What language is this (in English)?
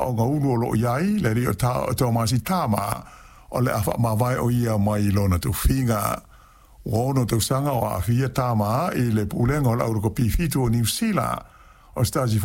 Samoan